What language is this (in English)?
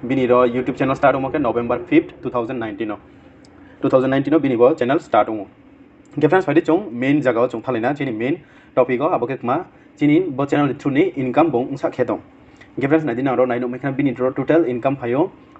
Riang (India)